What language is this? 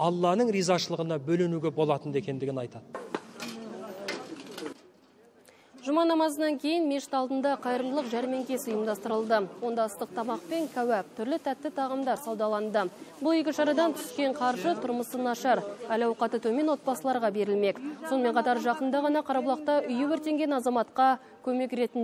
Kazakh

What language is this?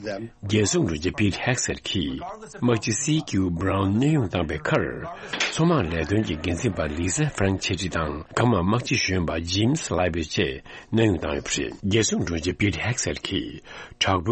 Tibetan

